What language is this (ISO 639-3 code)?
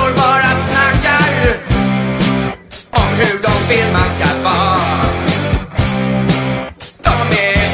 swe